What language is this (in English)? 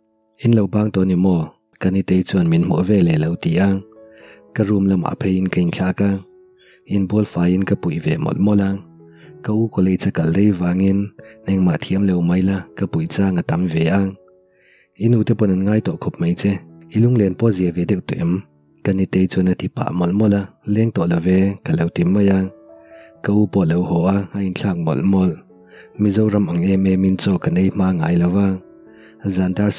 Mizo